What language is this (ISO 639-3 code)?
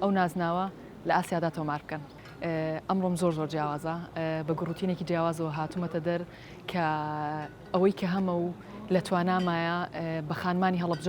ckb